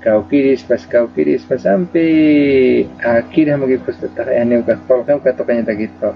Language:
Aymara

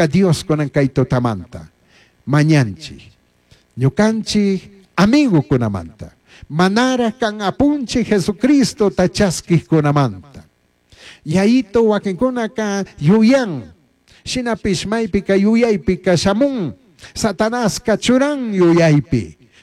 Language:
Chimborazo Highland Quichua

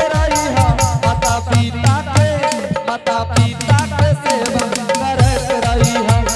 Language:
Angika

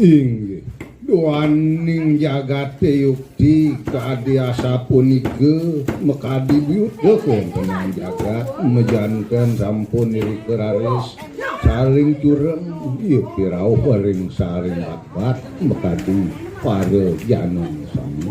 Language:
Balinese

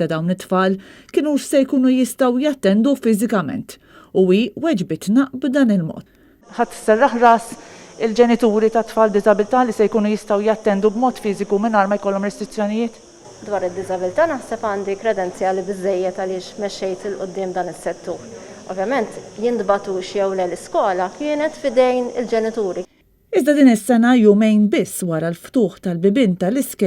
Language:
Maltese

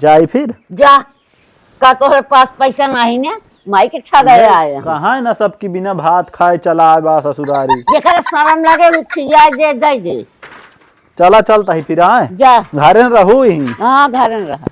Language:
Awadhi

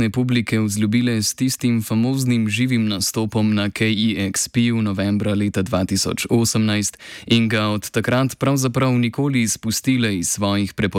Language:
Slovenian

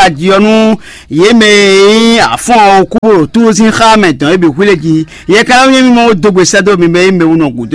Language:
Fon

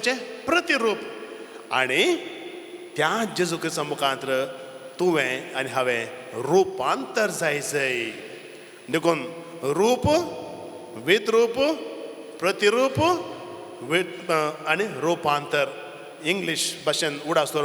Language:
Konkani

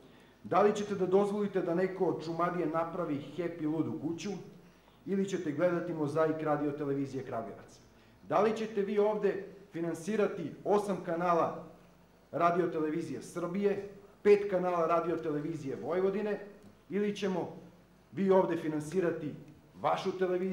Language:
Serbian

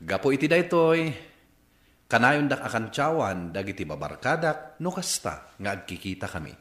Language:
Iloko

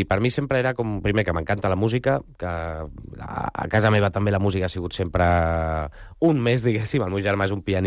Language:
Catalan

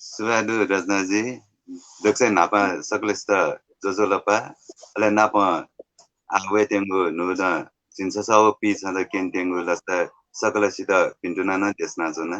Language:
Newari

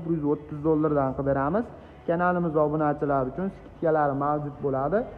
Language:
Uzbek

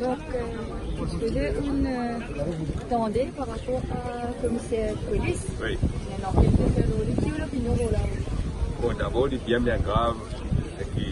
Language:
Morisyen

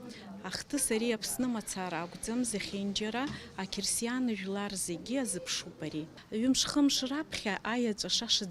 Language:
Abkhazian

